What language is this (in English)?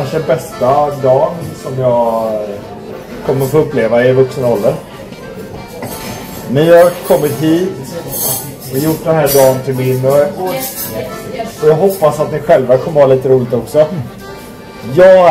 Swedish